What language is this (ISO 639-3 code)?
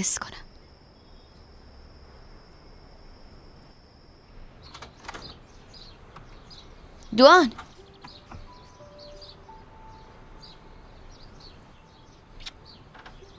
fas